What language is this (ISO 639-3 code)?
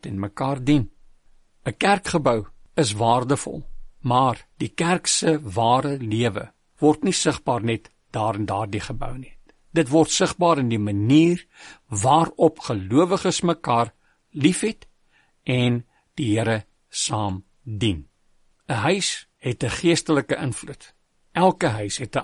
afr